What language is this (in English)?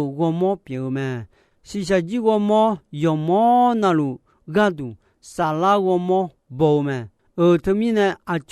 Akha